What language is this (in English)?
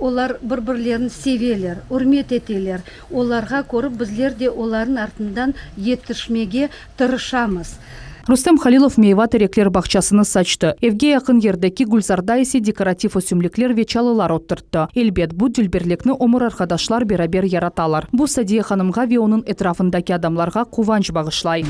Crimean Tatar